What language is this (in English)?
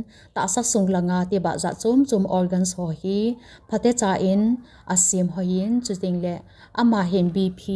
Thado Chin